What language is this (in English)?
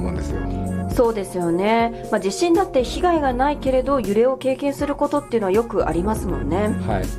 Japanese